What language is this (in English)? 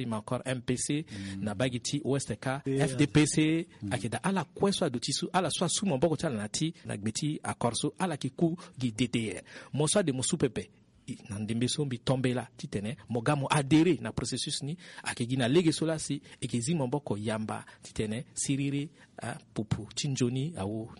Sango